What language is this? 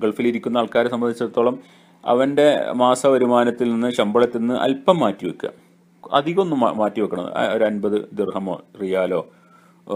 Malayalam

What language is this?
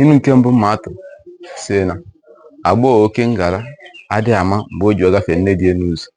Igbo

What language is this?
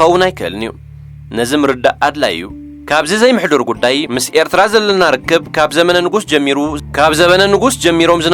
Tigrinya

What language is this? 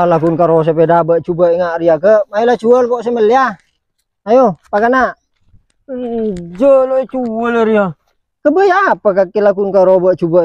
Madurese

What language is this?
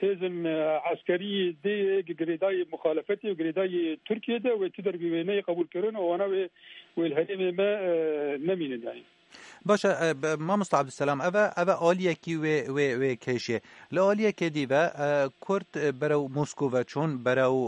Kurdish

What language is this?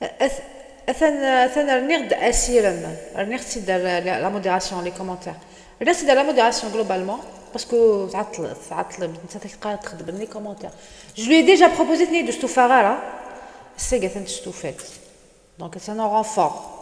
Kabyle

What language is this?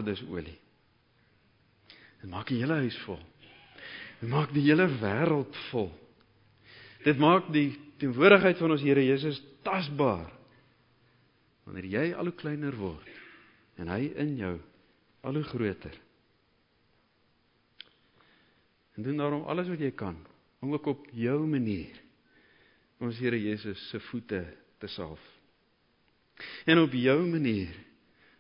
Afrikaans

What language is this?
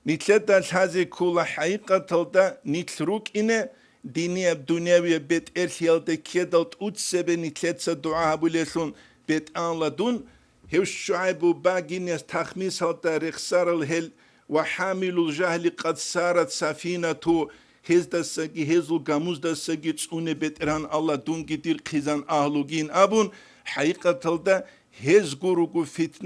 Avaric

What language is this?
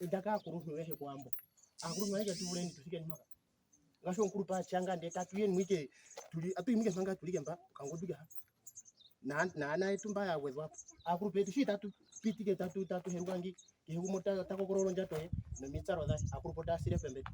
Ndonga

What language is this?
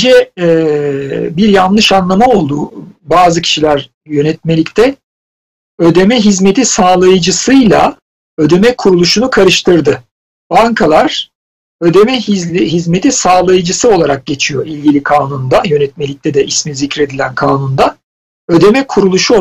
Turkish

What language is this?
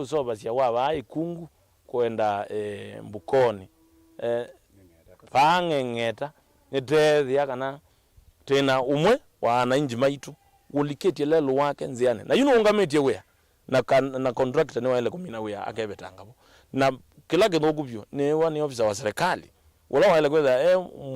Kamba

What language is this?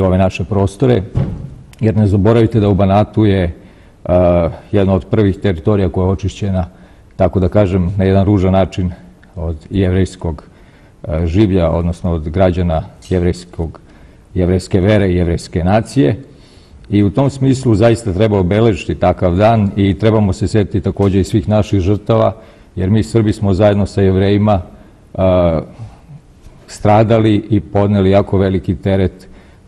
Serbian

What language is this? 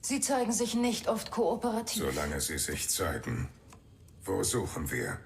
Bavarian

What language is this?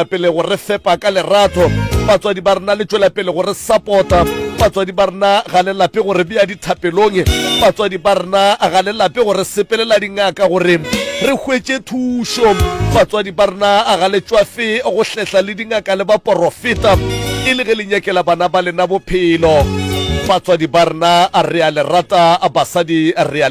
Northern Sotho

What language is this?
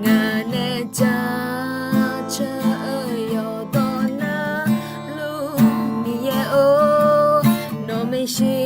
Akha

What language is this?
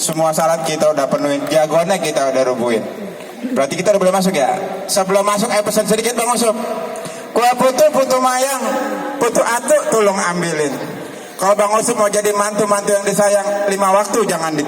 Betawi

